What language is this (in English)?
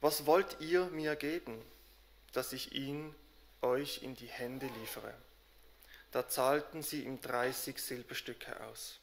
Swiss German